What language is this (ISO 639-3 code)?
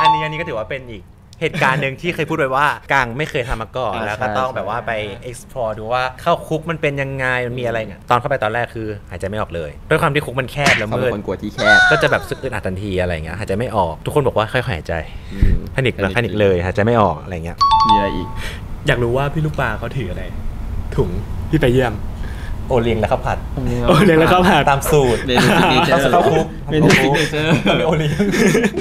tha